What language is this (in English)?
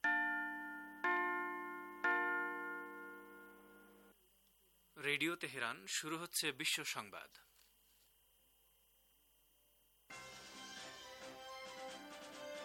Bangla